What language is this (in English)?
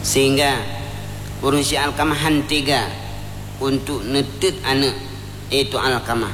Achinese